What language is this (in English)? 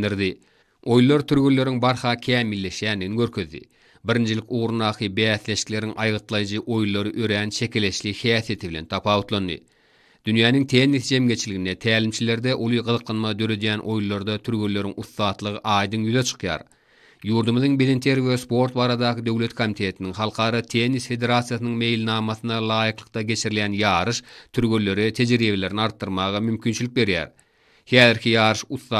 Turkmen